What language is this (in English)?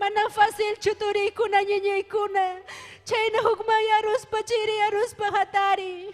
Ayacucho Quechua